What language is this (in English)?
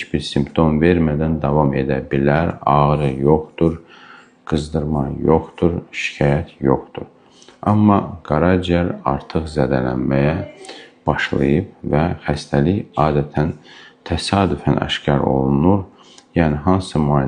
Azerbaijani